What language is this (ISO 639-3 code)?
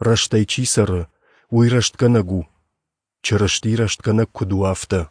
oss